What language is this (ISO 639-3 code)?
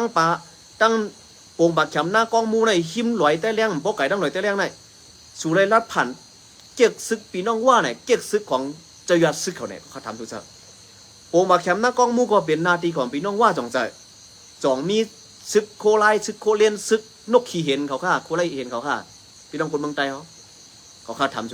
shn